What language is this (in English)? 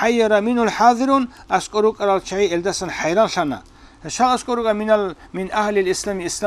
Avaric